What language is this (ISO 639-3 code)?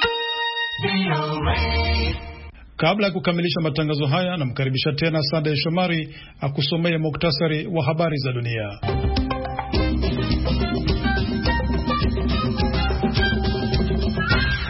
swa